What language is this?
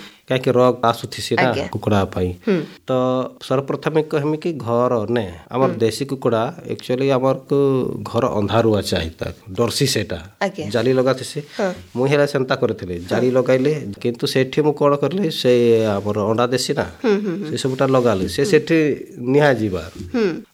Odia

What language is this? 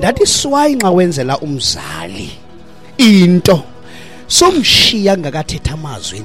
Xhosa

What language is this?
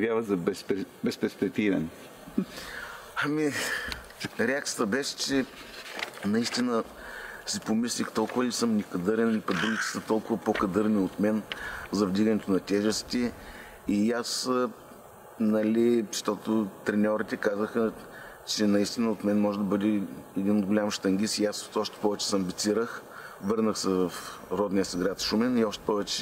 Bulgarian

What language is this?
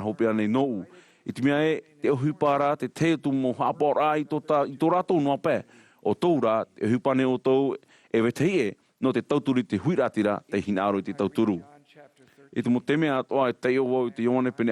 Tahitian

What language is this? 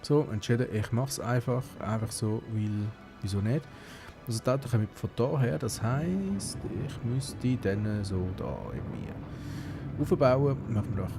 Swiss German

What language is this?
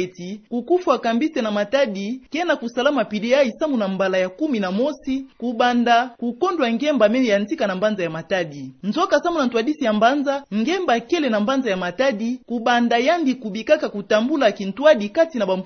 Kituba (Democratic Republic of Congo)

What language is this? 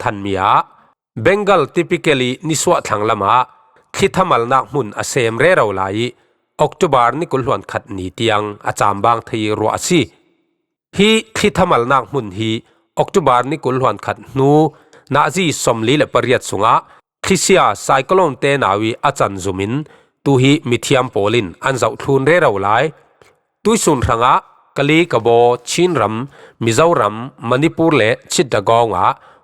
Falam Chin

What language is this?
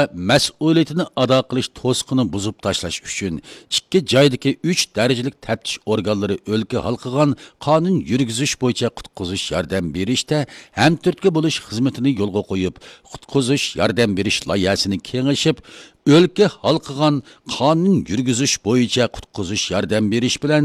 Uyghur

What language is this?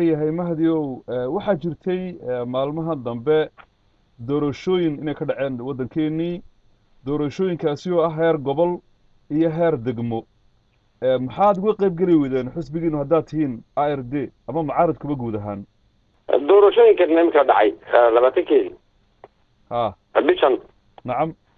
Somali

